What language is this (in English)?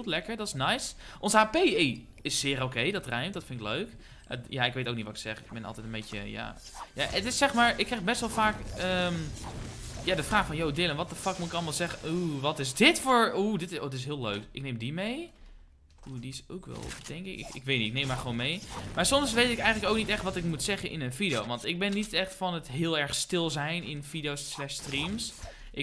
Dutch